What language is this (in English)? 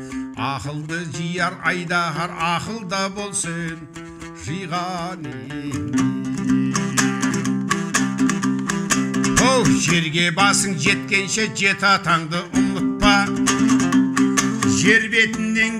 Kazakh